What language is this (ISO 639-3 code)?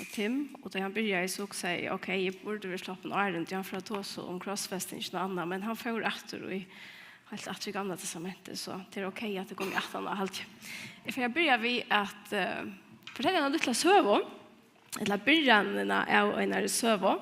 fao